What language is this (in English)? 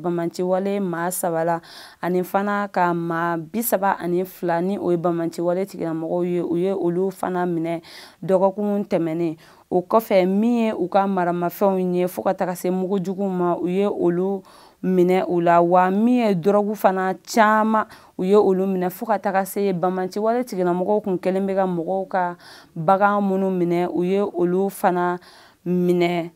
Bambara